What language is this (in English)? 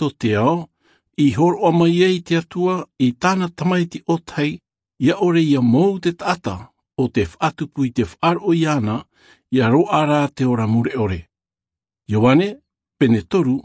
Tahitian